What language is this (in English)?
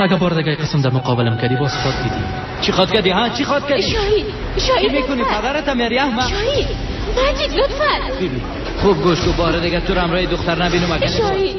Persian